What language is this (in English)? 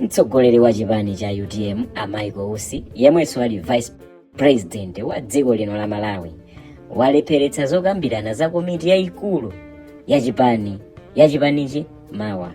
Nyanja